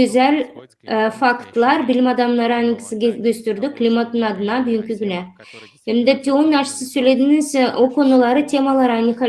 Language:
Gagauz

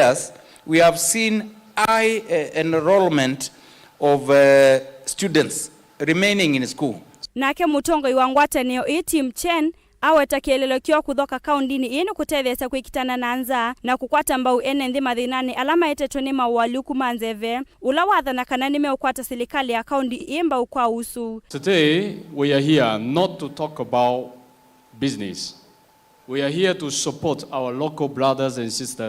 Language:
Kamba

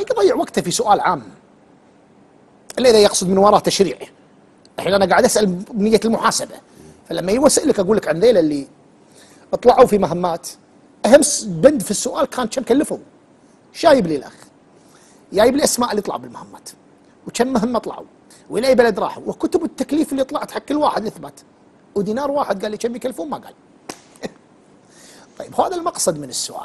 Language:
Gulf Arabic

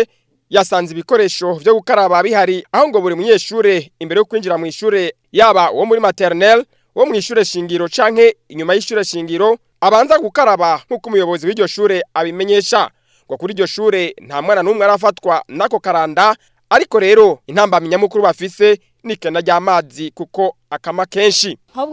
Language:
Rundi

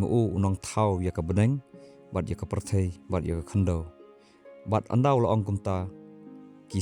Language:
Khasi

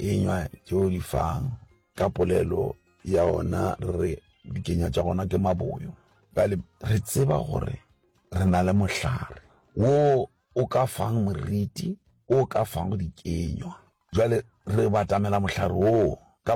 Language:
Northern Sotho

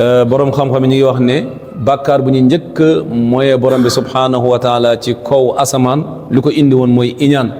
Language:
Wolof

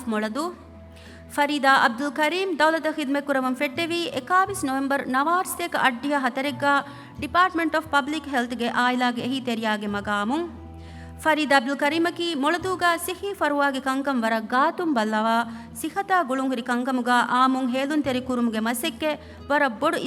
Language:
Divehi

